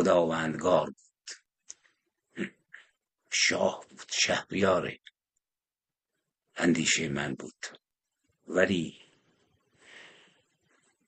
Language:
Persian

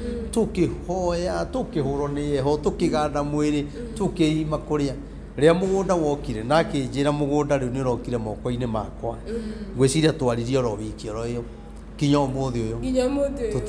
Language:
Kikuyu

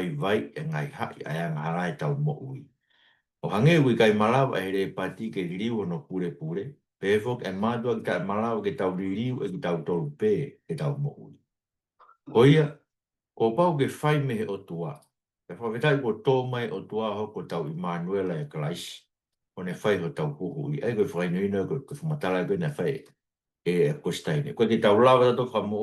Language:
Tongan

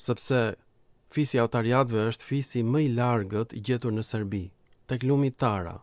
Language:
Albanian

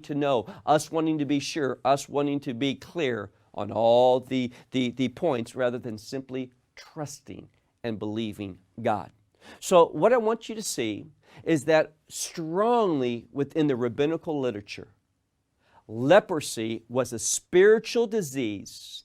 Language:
English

